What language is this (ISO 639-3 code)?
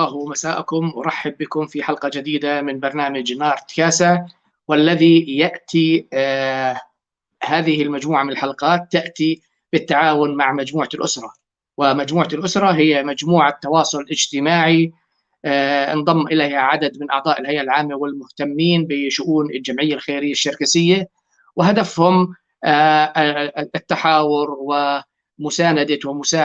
apc